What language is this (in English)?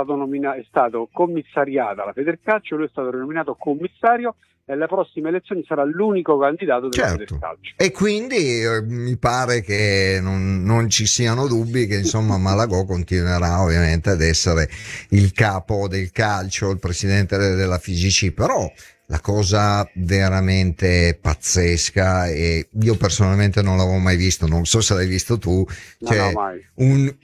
Italian